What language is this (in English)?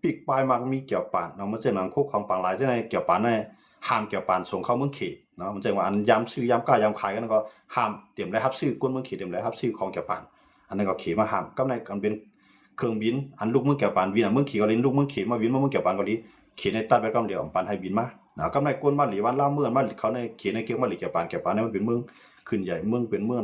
Shan